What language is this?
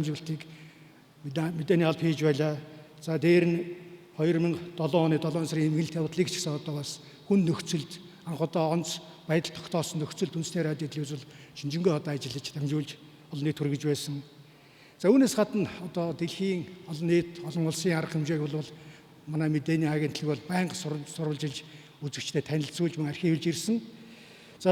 Mongolian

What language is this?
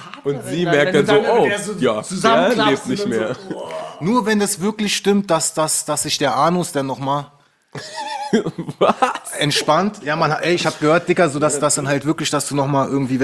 German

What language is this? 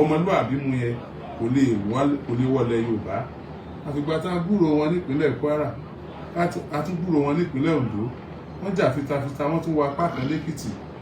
Yoruba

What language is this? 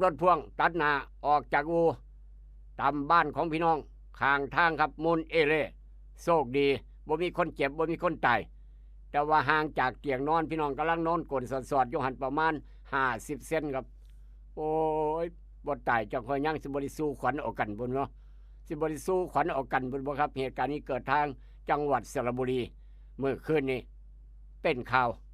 Northeastern Thai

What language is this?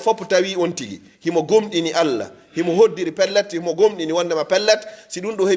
Pular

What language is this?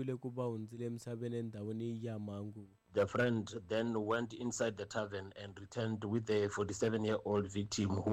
Tsonga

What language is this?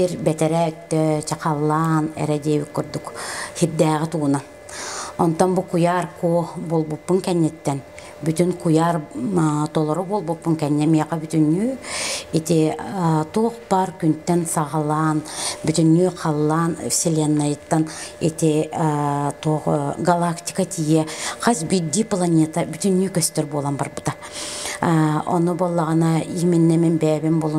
Yakut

